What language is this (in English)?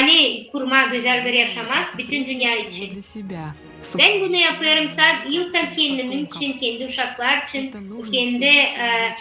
Gagauz